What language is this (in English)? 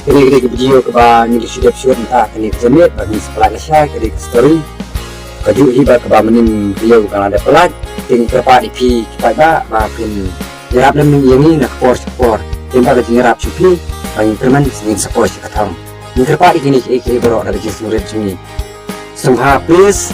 Khasi